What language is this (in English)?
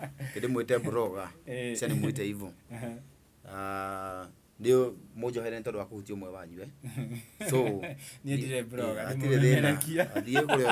Kikuyu